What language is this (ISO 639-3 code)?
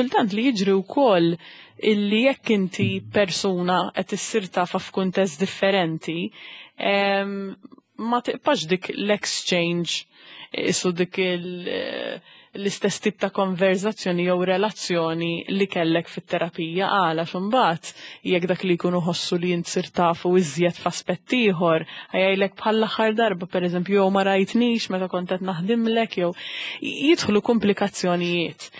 mlt